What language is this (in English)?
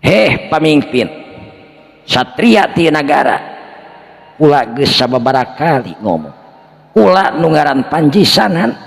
Sundanese